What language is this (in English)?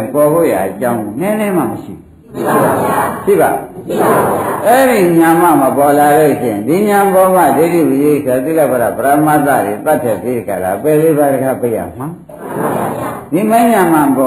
Burmese